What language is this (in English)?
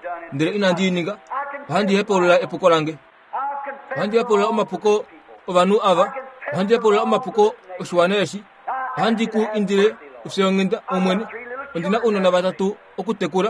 Kuanyama